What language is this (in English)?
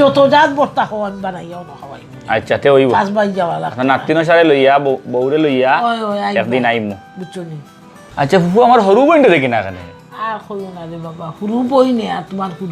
Sylheti